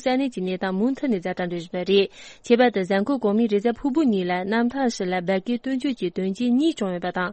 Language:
Tibetan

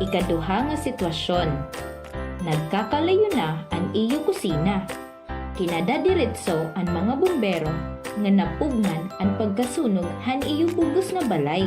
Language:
Waray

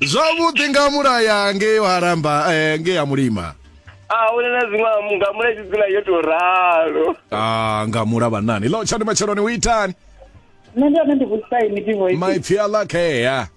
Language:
Venda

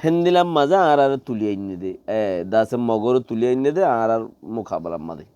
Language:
Rohingya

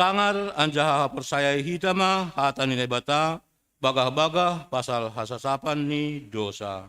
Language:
Batak Simalungun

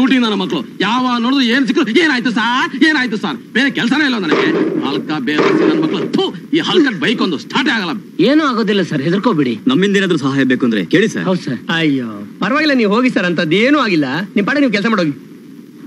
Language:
Kannada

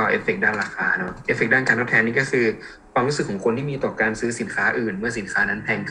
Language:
Thai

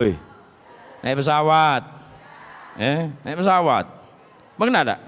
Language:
Musi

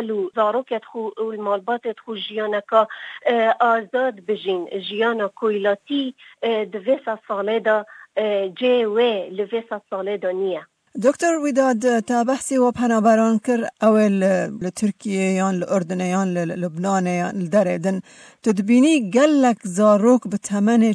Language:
Kurdish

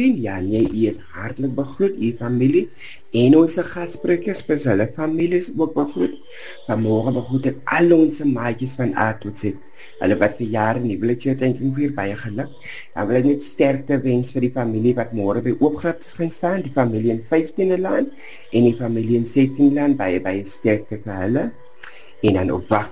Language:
Afrikaans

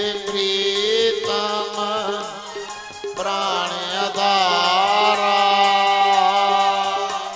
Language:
Punjabi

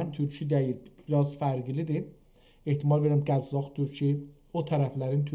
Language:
South Azerbaijani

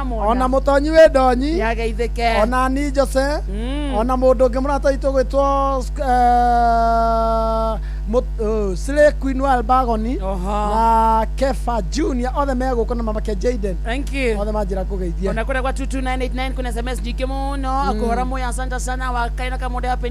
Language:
Kikuyu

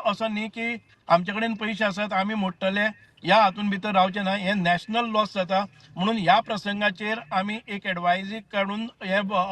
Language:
Konkani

